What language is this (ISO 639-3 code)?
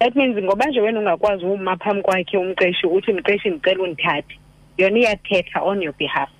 xho